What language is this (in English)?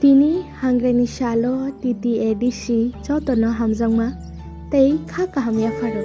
Kok Borok